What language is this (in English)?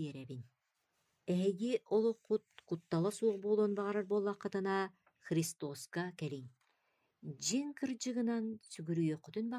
Yakut